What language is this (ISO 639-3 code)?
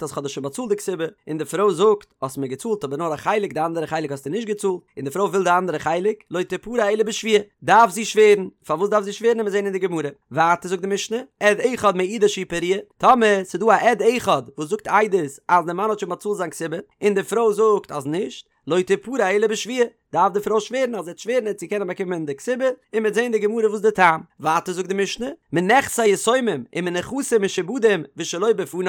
yid